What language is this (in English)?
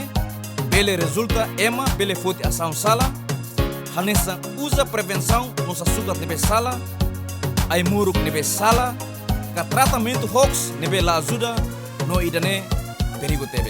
Tetum